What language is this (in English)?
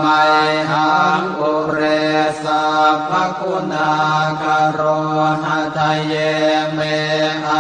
Pali